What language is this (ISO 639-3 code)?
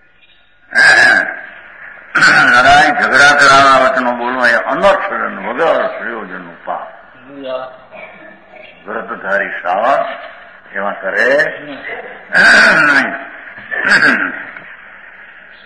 guj